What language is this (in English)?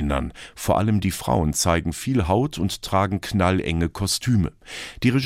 German